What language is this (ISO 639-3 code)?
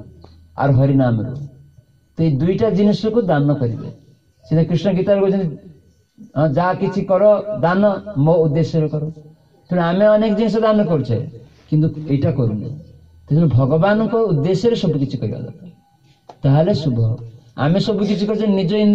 ori